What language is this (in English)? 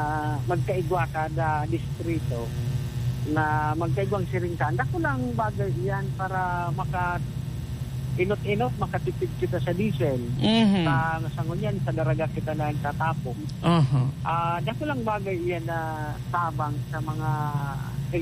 Bikol